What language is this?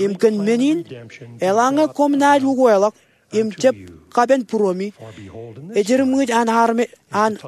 Marshallese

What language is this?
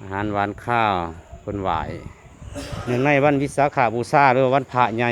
Lao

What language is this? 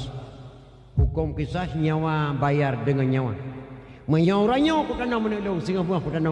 Achinese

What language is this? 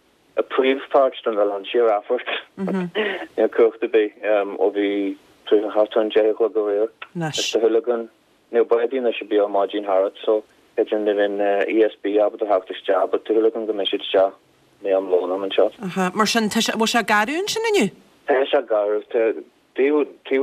Irish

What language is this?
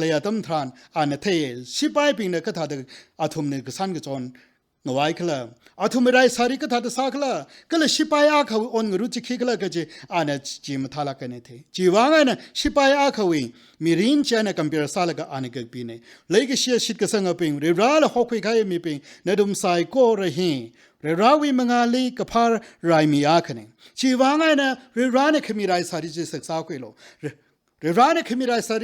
Tangkhul Naga (India)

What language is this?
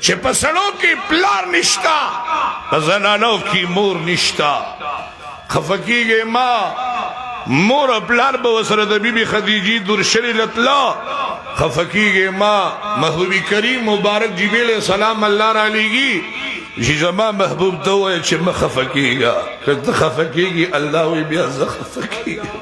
Pashto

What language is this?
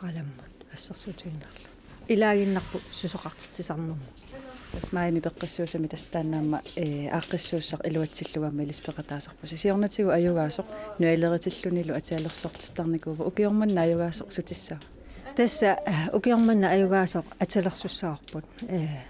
Kalaallisut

